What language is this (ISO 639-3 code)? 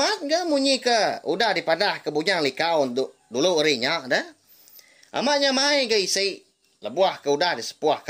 iba